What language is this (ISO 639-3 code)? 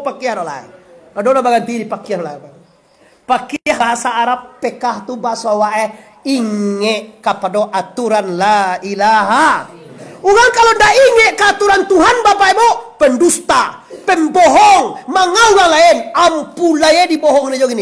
min